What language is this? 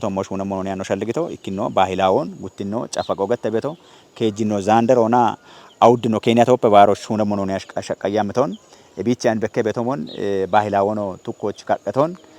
Kafa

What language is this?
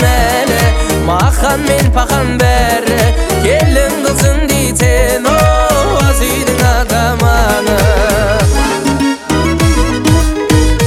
Kazakh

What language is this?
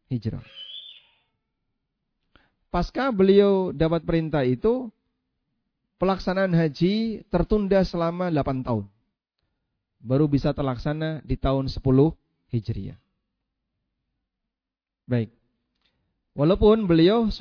Indonesian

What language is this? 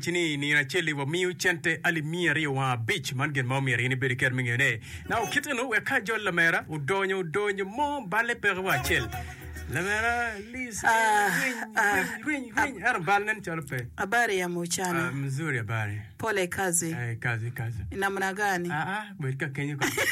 Acoli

